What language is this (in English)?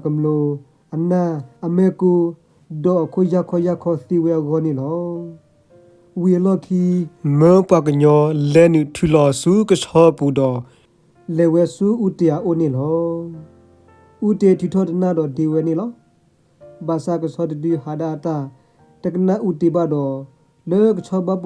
S'gaw Karen